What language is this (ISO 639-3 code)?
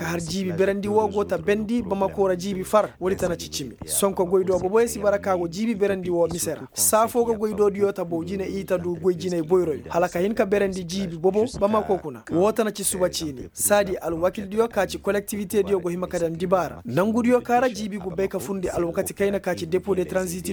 ses